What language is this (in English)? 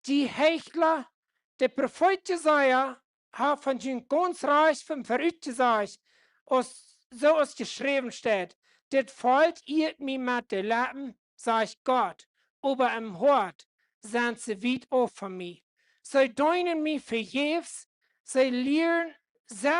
Plautdietsch